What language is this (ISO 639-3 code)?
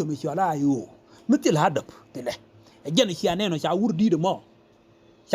nus